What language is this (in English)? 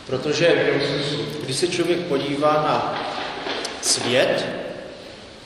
Czech